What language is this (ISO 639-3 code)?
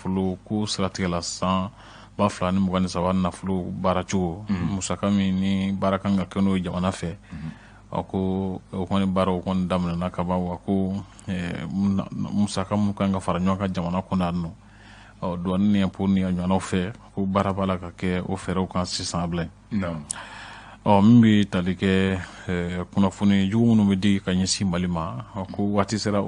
bam